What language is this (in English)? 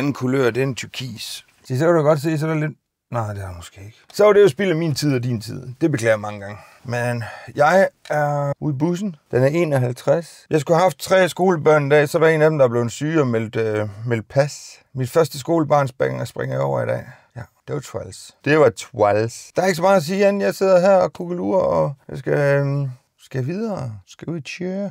Danish